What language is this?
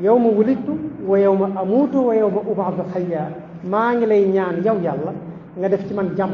Wolof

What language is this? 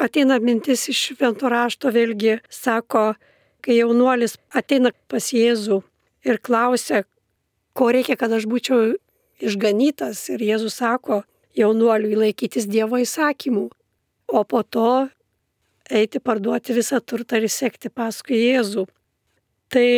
Lithuanian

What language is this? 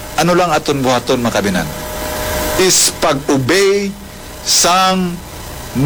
Hiligaynon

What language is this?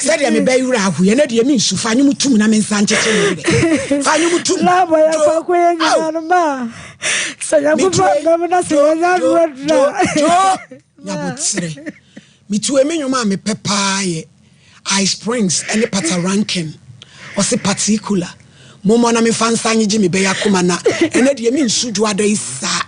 Akan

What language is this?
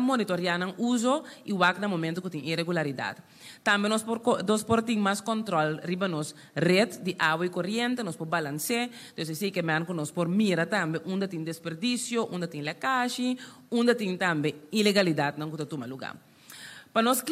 Papiamento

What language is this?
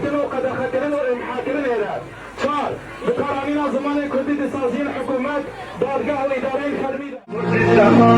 Kurdish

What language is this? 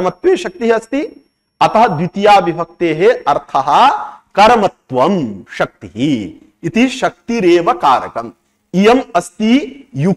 Sanskrit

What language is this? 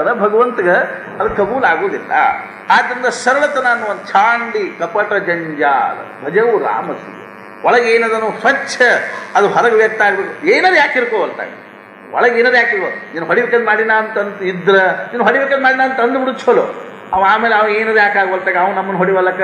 Kannada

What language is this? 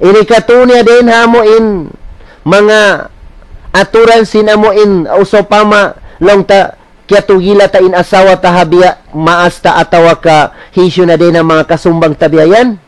Tausug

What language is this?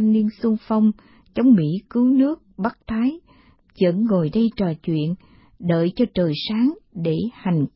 Vietnamese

